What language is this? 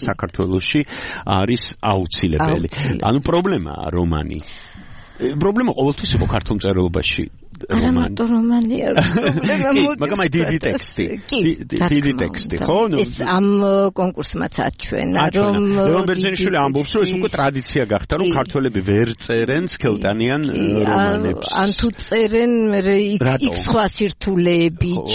Georgian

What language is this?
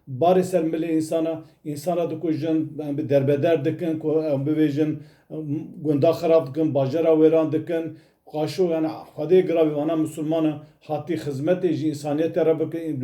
Kurdish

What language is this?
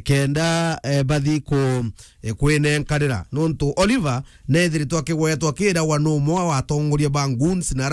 Meru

